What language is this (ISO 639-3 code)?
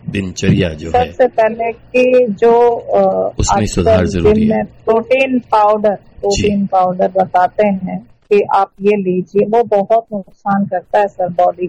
hin